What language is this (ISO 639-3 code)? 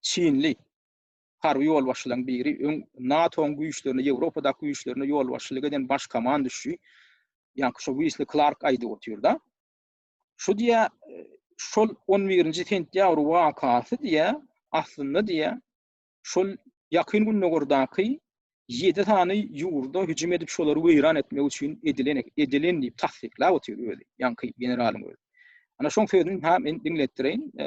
tuk